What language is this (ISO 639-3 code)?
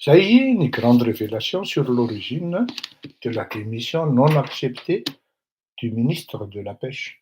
mlg